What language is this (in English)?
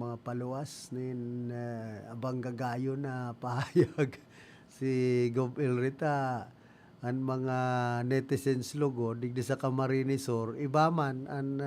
Bikol